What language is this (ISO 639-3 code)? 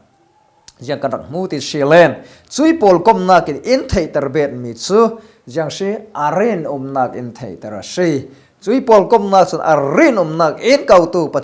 cfm